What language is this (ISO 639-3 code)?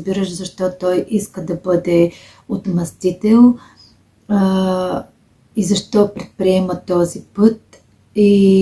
bul